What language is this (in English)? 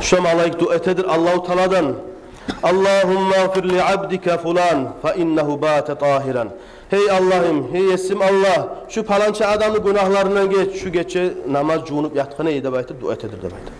Kumyk